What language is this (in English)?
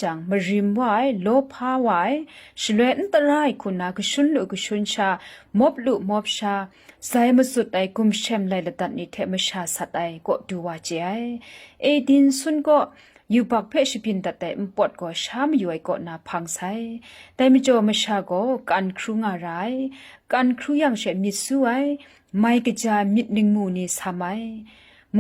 Kachin